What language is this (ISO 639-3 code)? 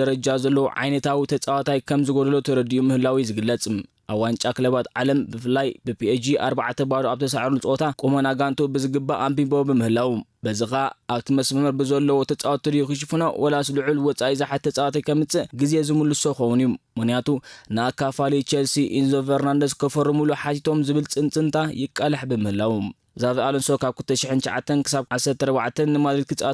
tir